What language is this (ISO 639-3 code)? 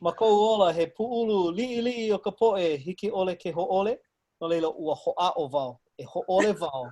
haw